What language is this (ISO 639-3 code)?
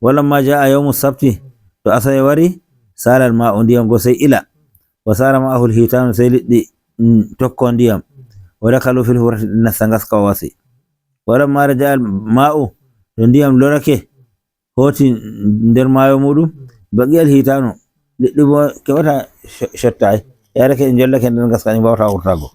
fuv